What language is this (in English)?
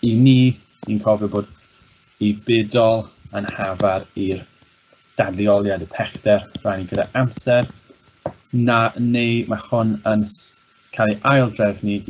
Welsh